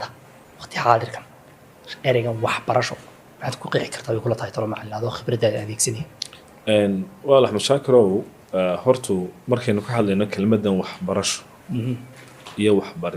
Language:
Somali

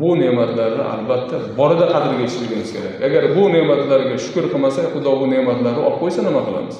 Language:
Uzbek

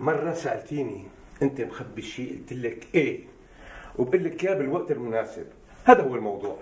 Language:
North Levantine Arabic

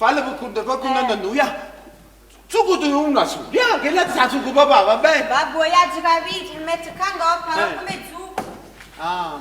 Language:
Neapolitan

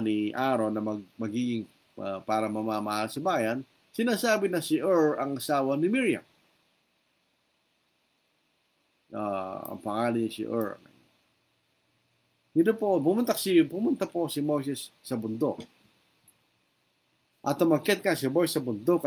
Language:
Filipino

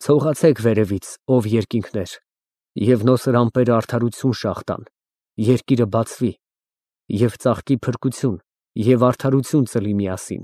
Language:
Armenian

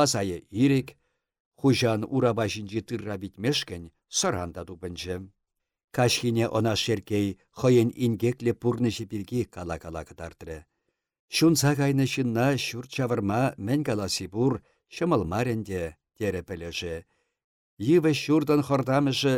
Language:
Chuvash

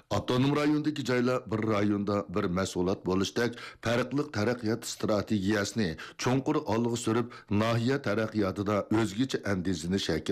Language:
Uyghur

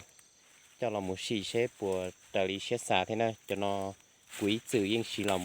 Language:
Hmong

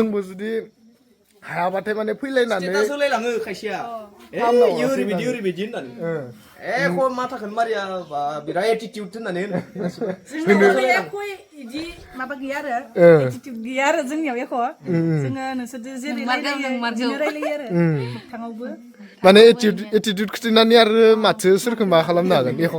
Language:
Bodo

